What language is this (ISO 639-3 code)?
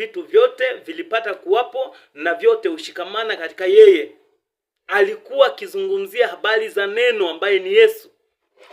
swa